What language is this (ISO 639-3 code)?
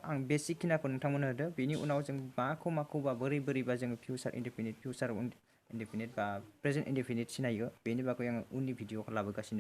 brx